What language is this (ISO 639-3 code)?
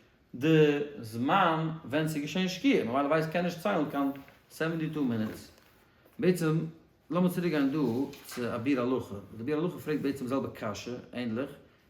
yid